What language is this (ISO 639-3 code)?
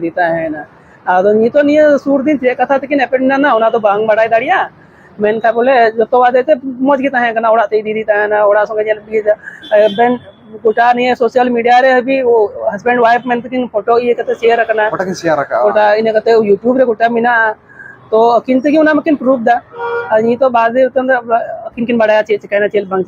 sat